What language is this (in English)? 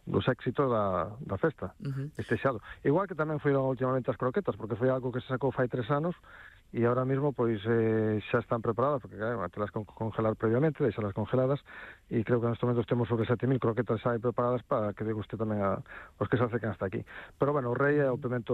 Galician